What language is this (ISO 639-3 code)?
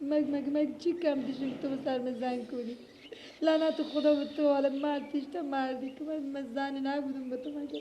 fas